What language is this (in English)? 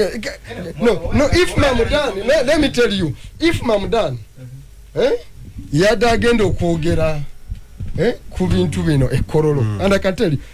Ganda